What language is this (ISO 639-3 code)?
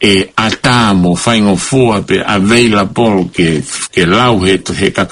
ton